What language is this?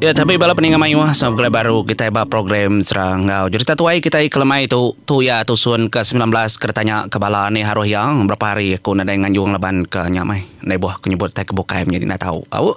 Iban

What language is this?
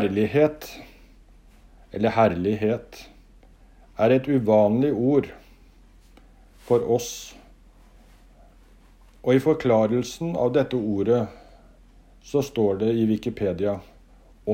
Norwegian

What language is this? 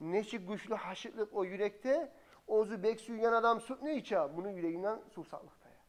Kumyk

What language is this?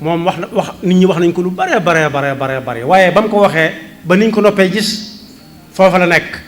Wolof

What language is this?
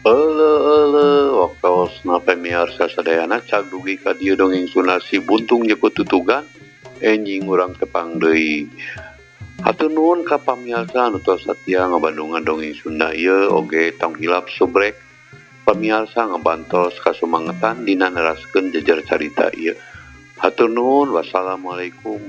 Sundanese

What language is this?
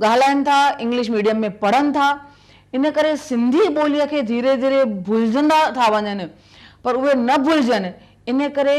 Sindhi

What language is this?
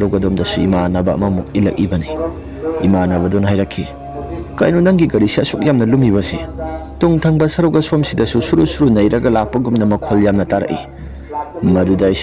Manipuri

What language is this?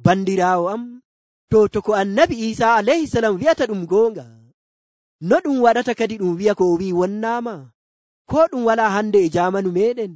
Nigerian Fulfulde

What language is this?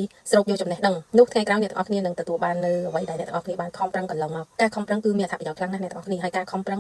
Khmer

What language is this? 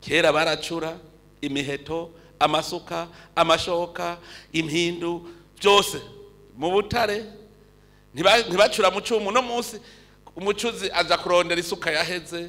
Rundi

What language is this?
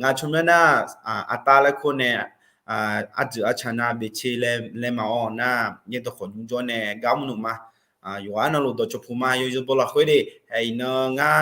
Akha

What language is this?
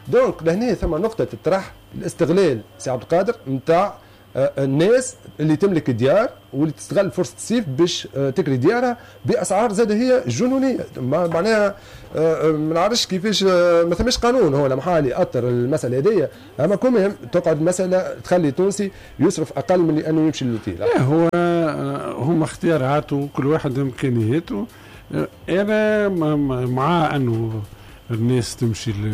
Tunisian Arabic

